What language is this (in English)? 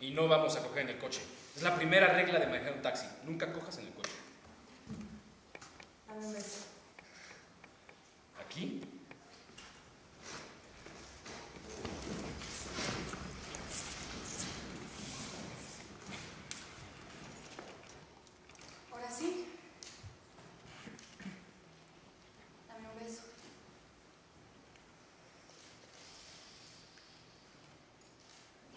Spanish